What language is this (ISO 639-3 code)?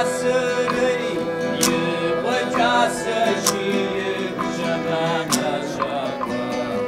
kbd